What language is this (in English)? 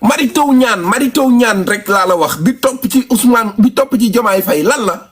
Wolof